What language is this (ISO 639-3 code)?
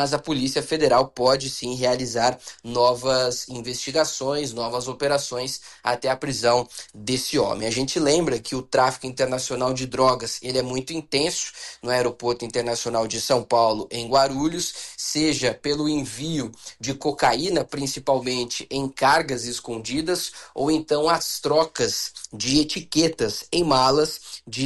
por